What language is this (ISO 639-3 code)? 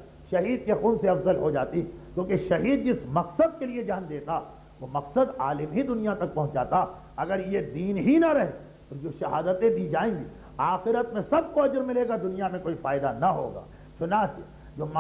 urd